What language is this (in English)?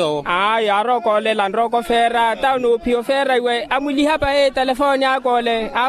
Makhuwa